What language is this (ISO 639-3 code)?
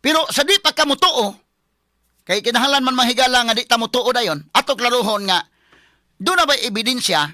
ceb